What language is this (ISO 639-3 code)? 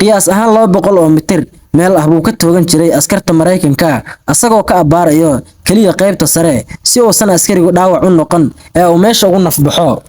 som